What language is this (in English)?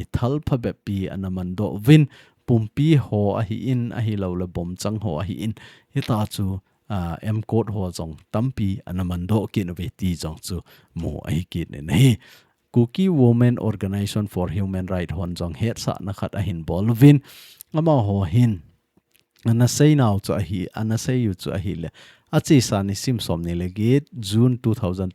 Thado Chin